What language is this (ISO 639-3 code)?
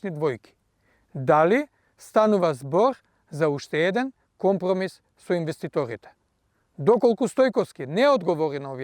mkd